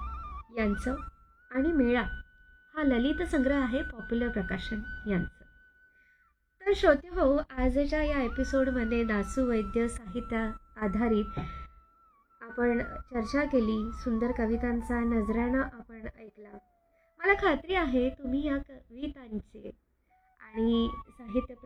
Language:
Marathi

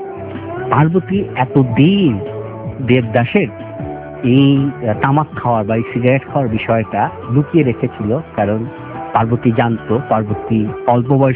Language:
Bangla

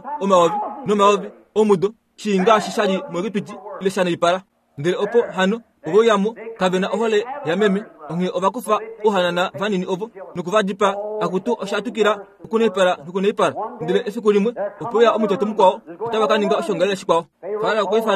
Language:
Kuanyama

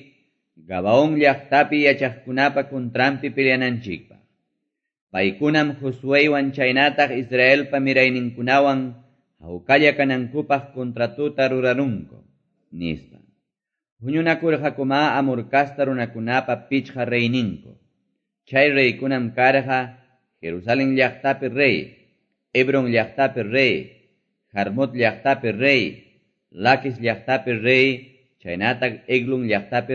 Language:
Quechua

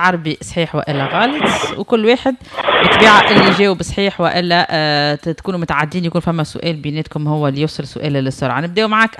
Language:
Tunisian Arabic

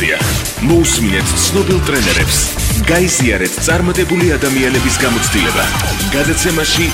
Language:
Georgian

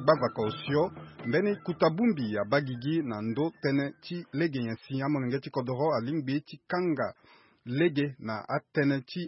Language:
Sango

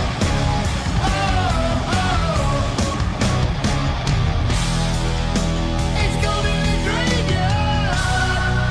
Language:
Basque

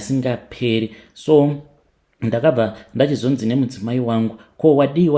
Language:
Shona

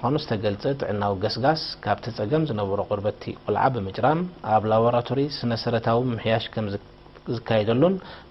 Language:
Tigrinya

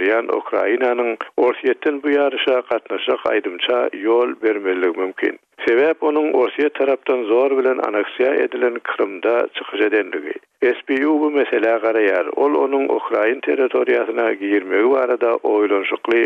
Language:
Turkmen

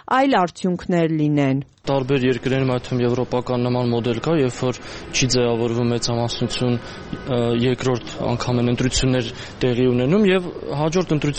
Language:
Armenian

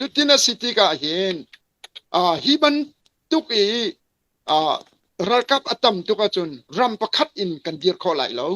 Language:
Hakha Chin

